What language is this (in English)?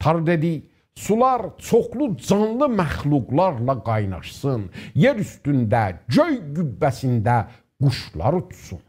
South Azerbaijani